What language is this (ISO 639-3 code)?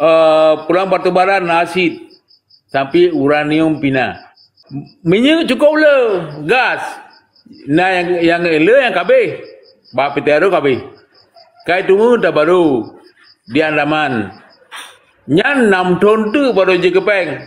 ace